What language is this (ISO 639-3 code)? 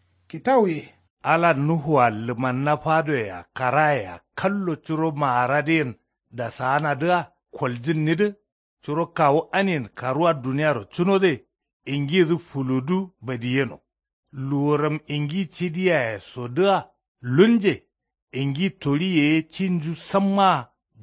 kau